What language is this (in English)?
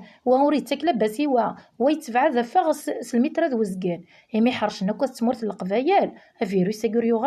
Kabyle